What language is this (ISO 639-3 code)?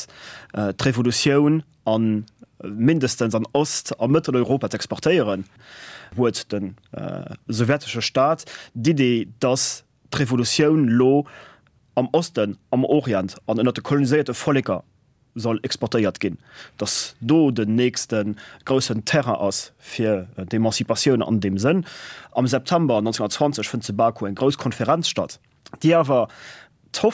ltz